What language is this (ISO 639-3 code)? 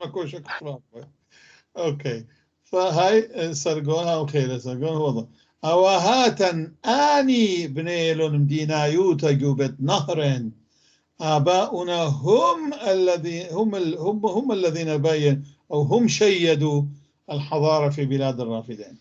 apc